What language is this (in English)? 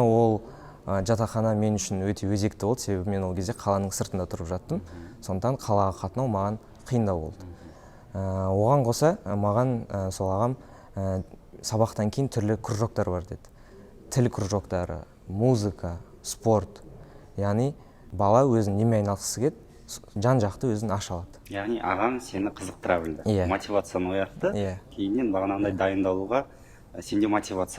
Kazakh